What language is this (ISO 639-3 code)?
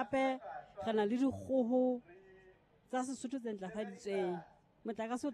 sot